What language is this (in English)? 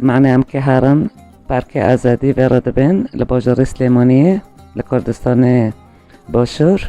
Kurdish